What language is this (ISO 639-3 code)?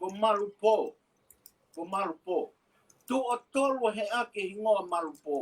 ton